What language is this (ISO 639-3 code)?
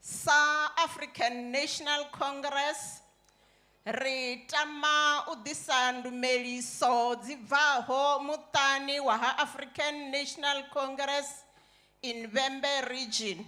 ven